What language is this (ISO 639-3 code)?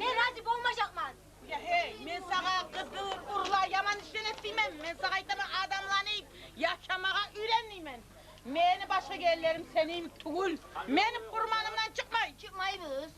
kum